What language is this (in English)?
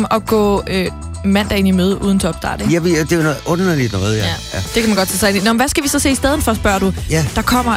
Danish